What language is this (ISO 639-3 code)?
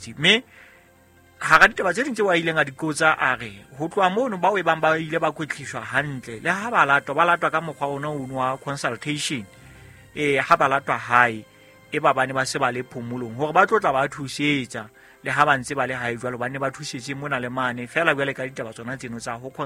sot